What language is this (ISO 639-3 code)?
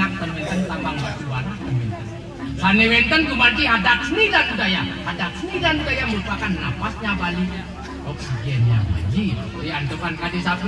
ban